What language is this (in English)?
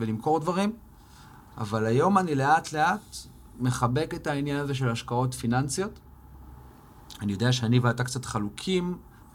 Hebrew